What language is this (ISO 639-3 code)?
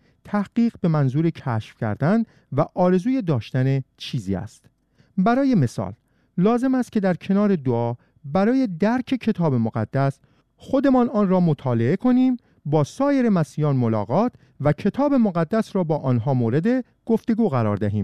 fas